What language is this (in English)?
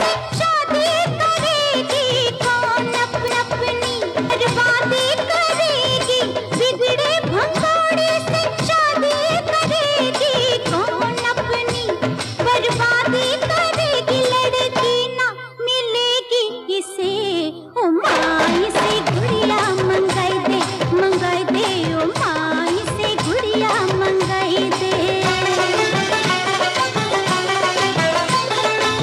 Hindi